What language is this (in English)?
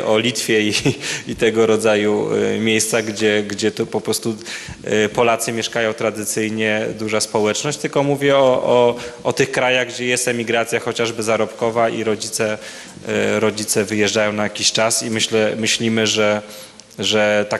Polish